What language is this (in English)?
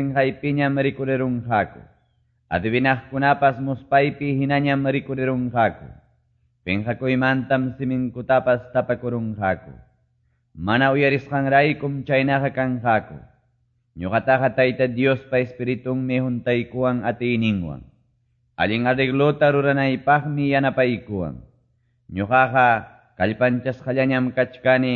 Quechua